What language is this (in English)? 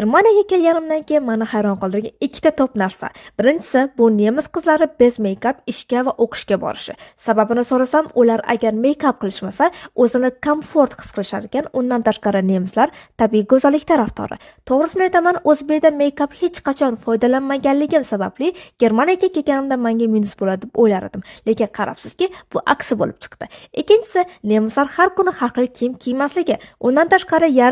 Uzbek